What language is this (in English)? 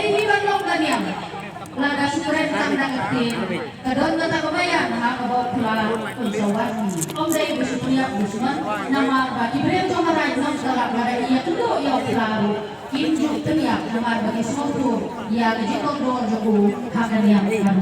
Khasi